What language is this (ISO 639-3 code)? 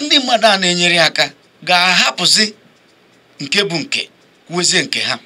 ibo